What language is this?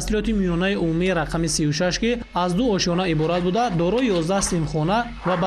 Tajik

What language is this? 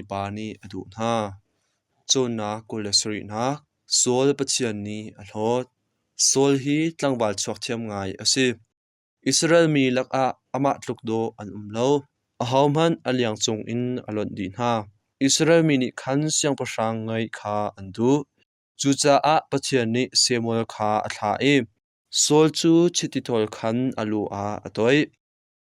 Hakha Chin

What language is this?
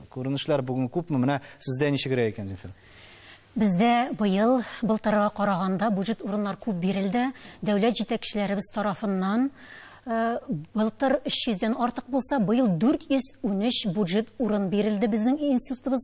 Tatar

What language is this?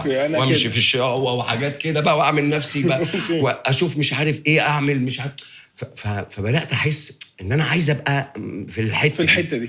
Egyptian Arabic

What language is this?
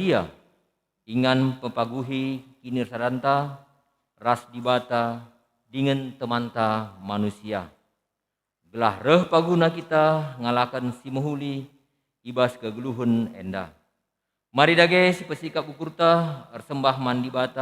Batak Karo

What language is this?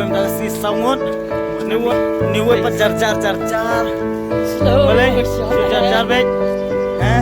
Khasi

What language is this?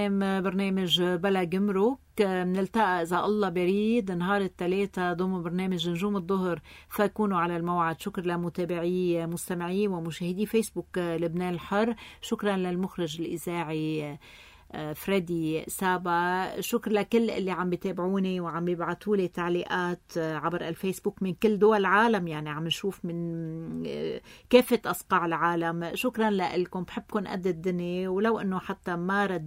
North Levantine Arabic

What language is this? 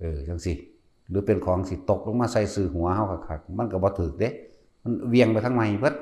Lao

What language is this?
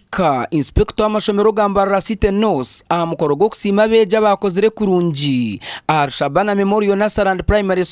Nyankole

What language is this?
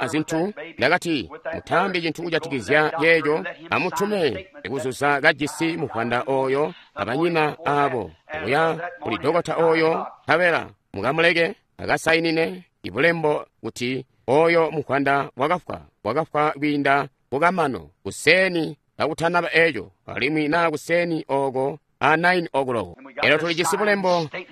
Tonga (Zambia)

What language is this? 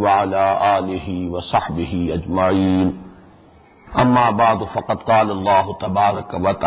Urdu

